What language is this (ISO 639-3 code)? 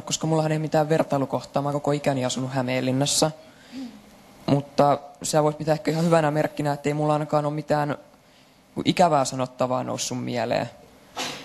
fin